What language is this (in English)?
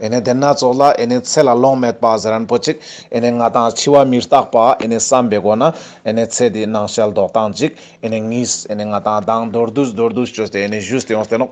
Ladakhi